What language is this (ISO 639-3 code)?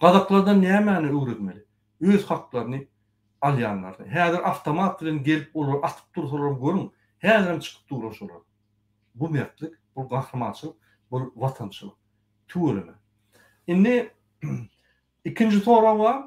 tuk